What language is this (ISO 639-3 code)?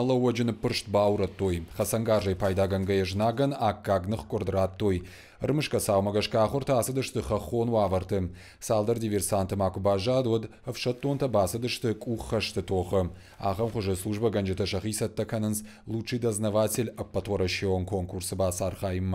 oss